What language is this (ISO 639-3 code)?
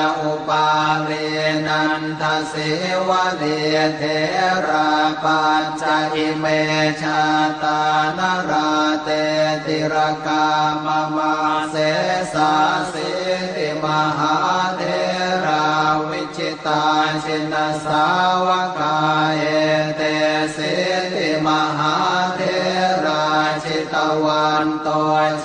pli